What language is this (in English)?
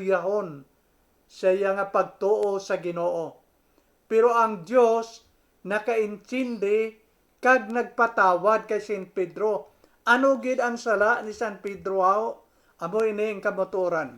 Hiligaynon